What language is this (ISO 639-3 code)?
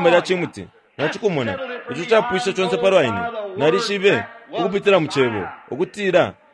bem